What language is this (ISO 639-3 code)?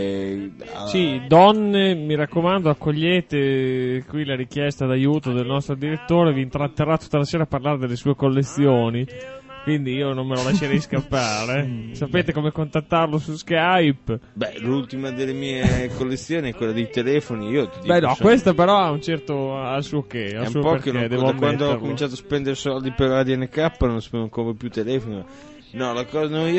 ita